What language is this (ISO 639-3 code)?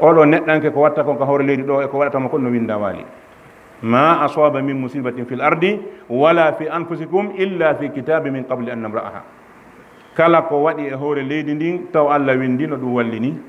ful